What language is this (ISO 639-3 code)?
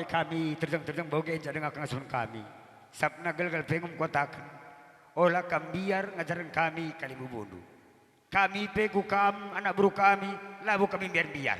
btx